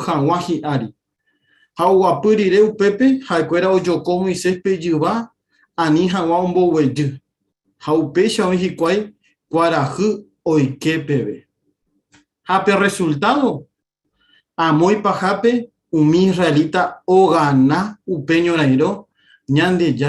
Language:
Guarani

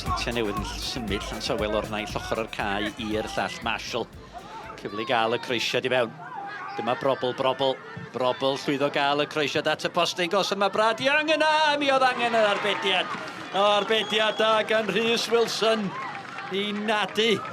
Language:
Welsh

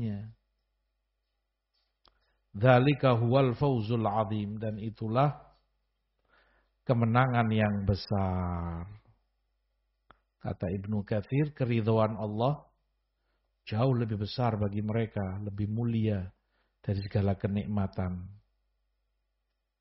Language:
Indonesian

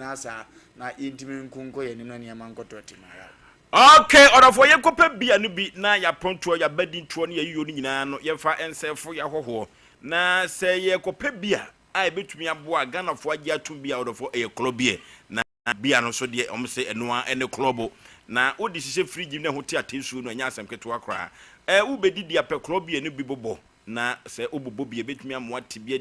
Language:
Akan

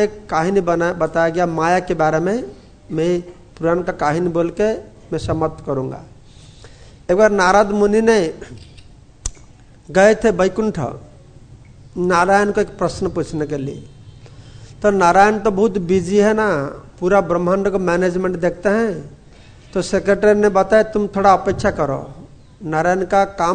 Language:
Hindi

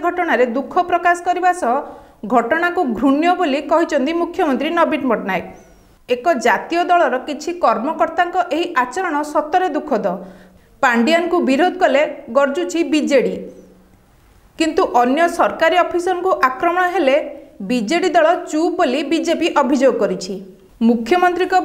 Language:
Odia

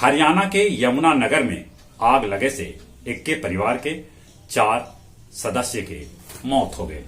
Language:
Magahi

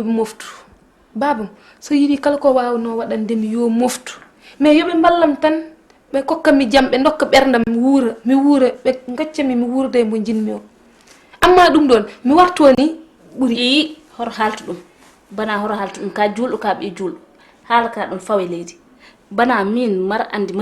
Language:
Fula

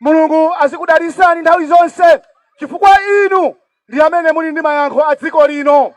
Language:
Nyanja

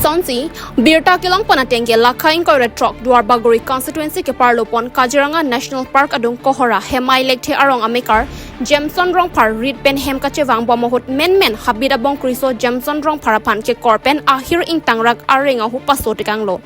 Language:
Karbi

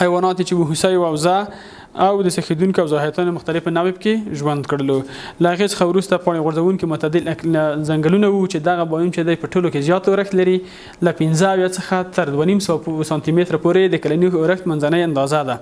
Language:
Pashto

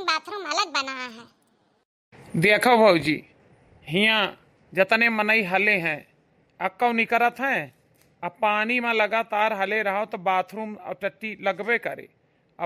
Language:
Awadhi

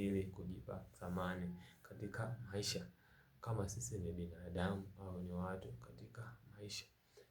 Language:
Swahili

